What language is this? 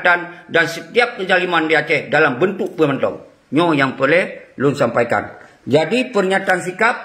Achinese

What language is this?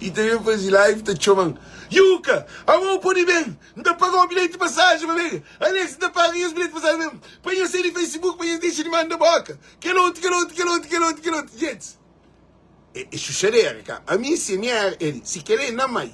Kabuverdianu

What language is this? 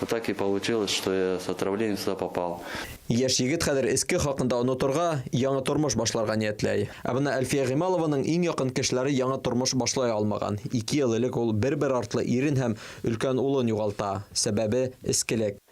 Bashkir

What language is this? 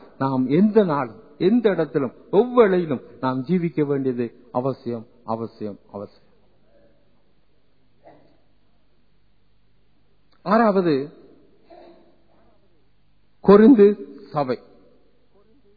Tamil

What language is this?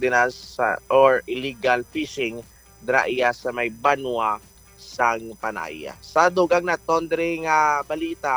Hiligaynon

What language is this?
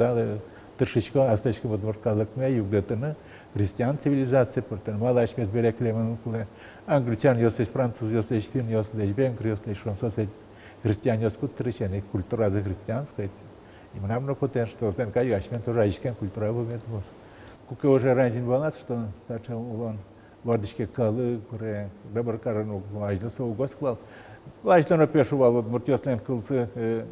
Udmurt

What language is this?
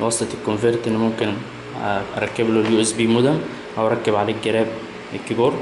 Egyptian Arabic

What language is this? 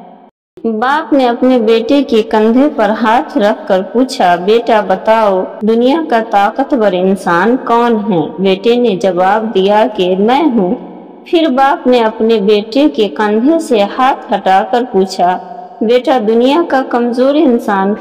Urdu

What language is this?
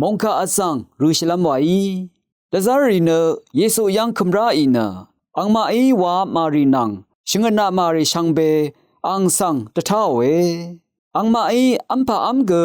Rawang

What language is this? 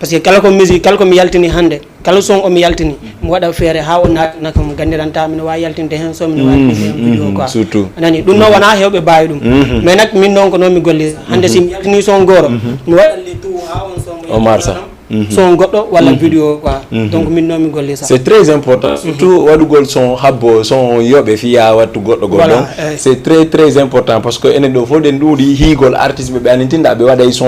Fula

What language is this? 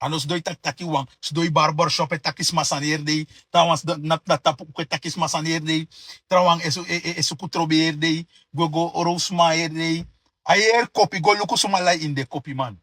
Sranan Tongo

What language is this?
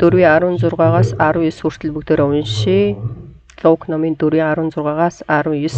Mongolian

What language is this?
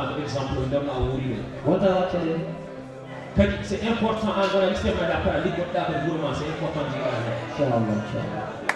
Fula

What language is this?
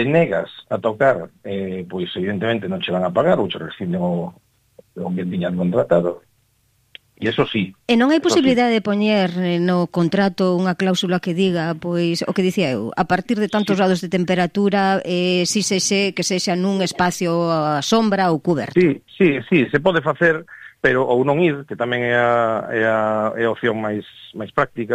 Galician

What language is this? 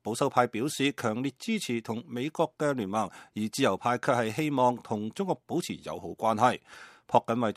Cantonese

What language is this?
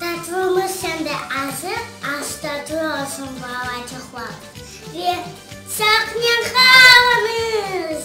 Crimean Tatar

